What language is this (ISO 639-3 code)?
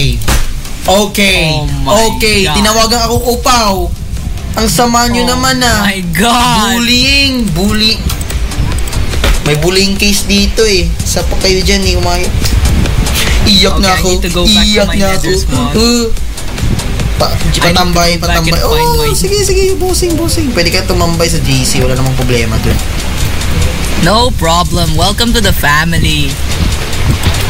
fil